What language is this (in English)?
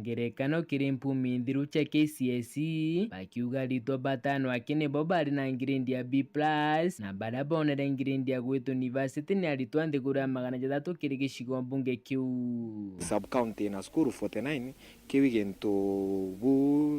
Meru